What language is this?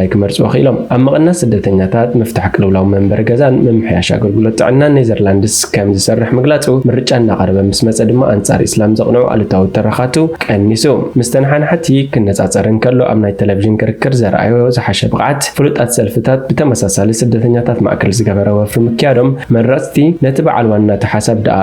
Tigrinya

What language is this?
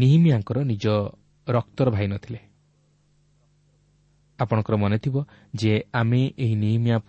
Odia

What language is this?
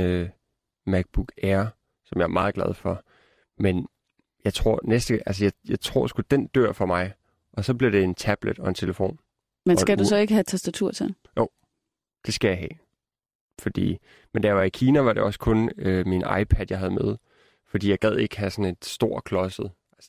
Danish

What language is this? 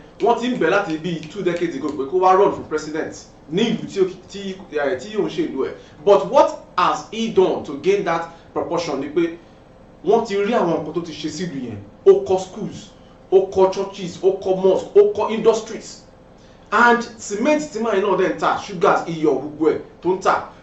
Yoruba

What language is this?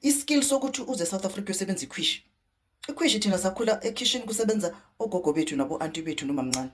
Zulu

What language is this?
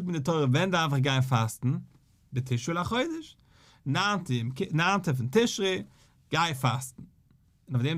Yiddish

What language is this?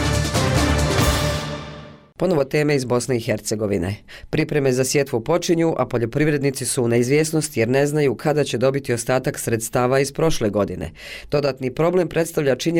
Bosnian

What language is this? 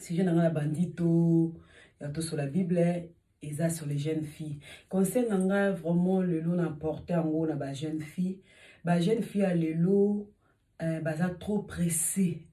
Lingala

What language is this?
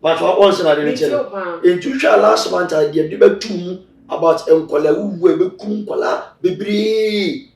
Akan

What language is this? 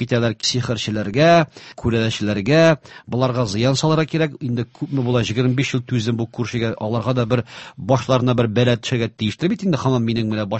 Tatar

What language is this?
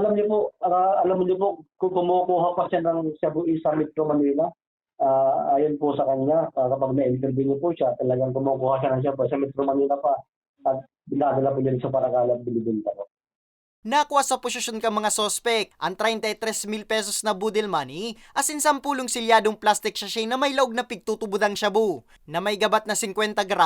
Bikol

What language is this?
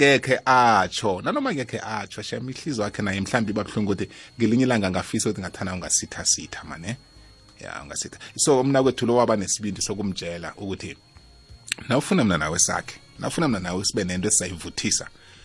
South Ndebele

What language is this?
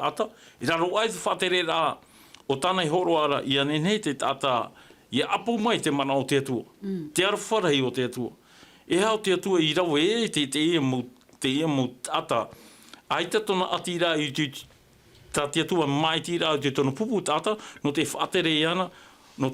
Tahitian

